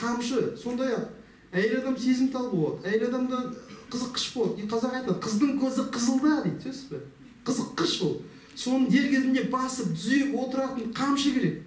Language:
Kazakh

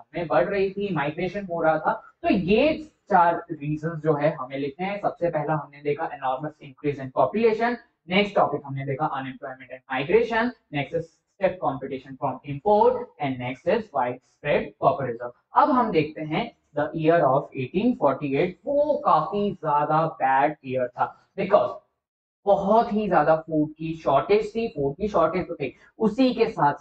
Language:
Hindi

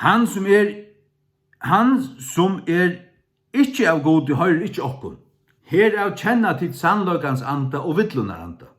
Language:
Faroese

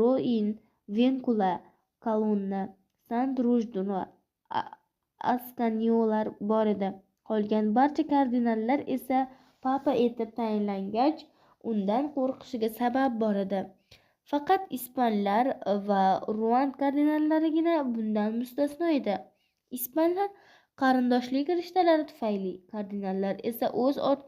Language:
Uzbek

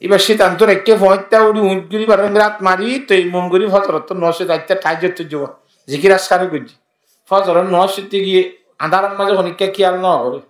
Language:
Rohingya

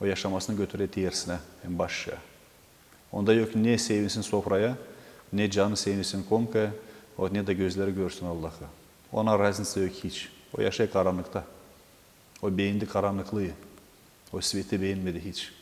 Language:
Gagauz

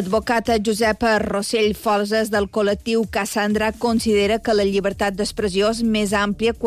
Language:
Catalan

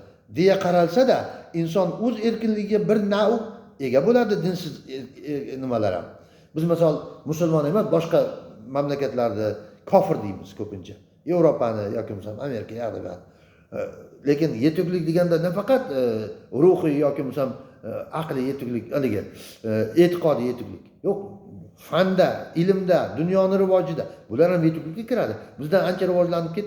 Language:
Uzbek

